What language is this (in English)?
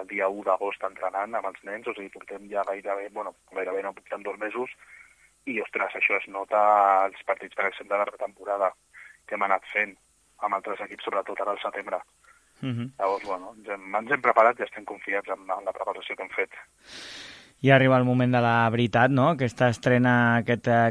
Catalan